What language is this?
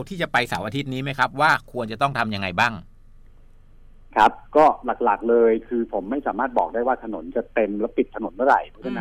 Thai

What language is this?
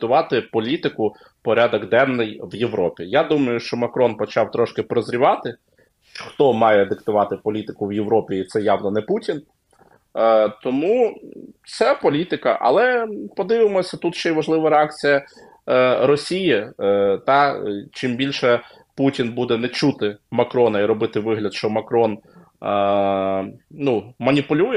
Ukrainian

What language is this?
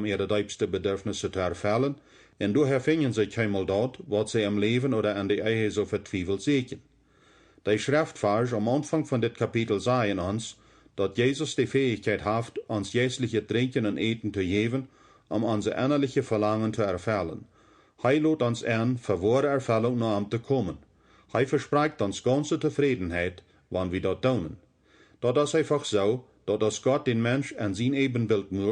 Plautdietsch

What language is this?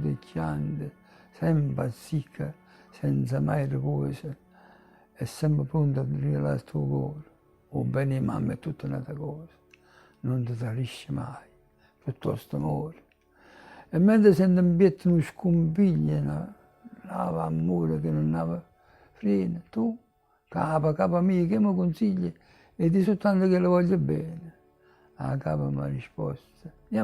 Neapolitan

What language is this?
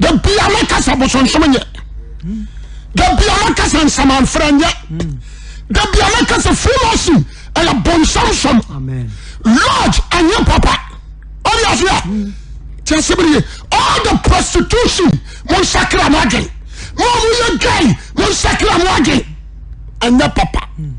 Akan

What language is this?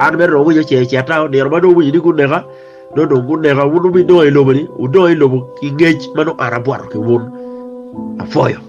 Acoli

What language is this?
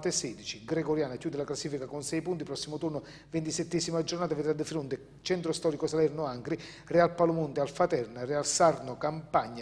Italian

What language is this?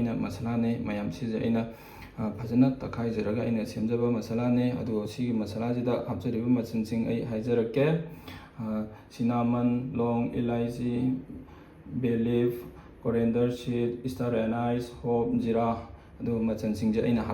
Manipuri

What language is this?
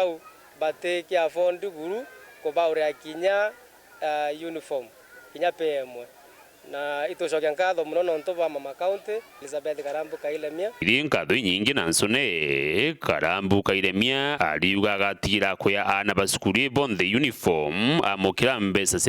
Meru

